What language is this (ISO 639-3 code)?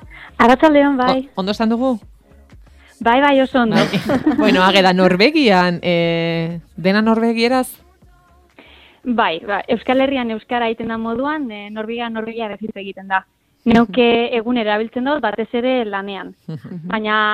eus